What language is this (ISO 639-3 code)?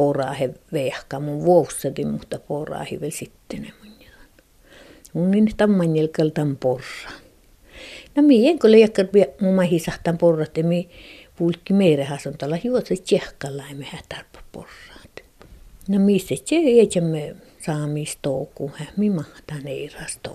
fin